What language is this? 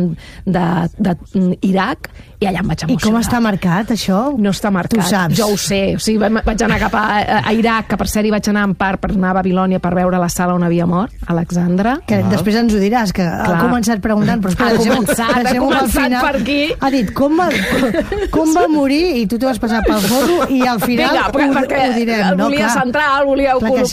Catalan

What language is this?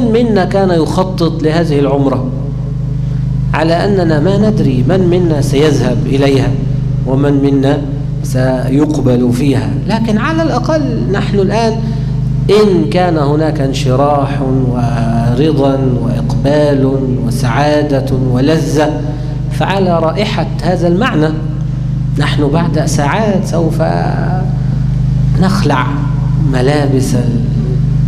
Arabic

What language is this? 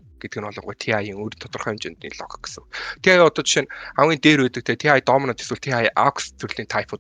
Mongolian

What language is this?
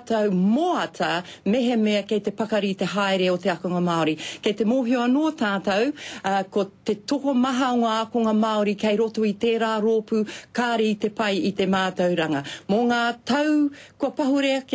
Māori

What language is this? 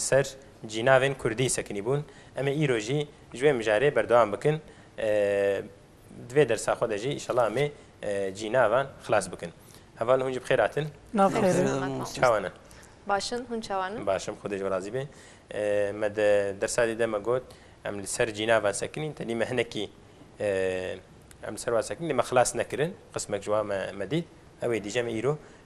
Kurdish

